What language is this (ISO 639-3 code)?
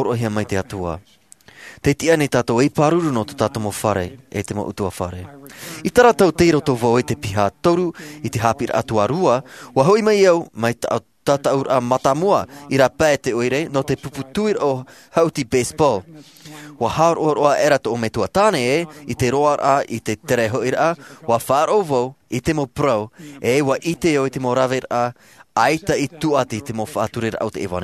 tah